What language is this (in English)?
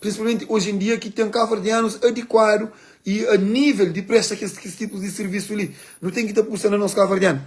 Kabuverdianu